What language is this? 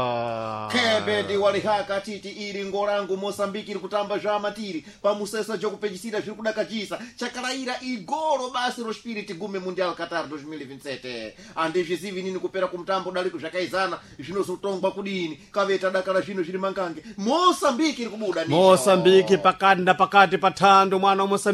Sena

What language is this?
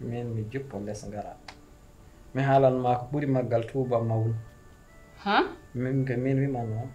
Fula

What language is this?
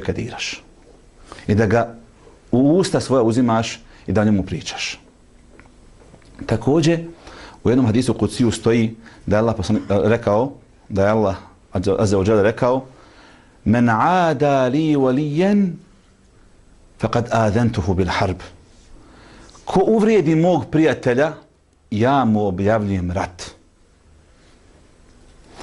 Bosnian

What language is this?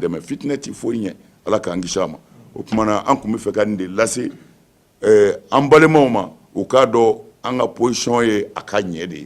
Bambara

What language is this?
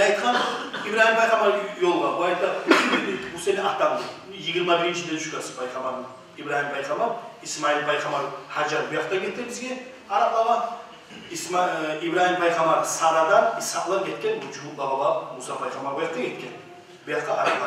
Kumyk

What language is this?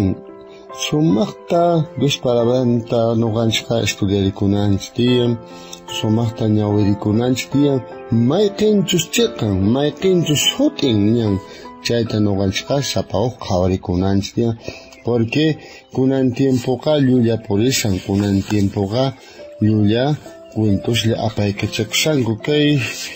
South Bolivian Quechua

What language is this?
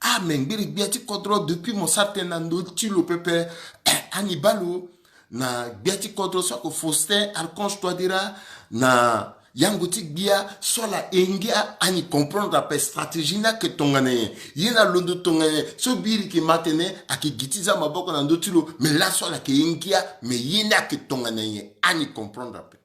Sango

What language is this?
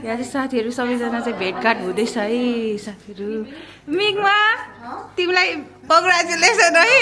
Nepali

